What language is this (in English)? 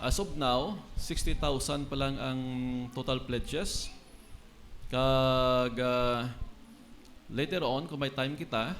Hiligaynon